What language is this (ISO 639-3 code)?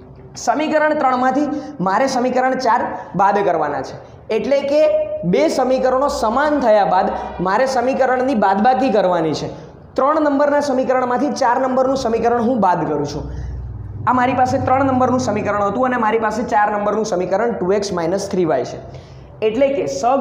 guj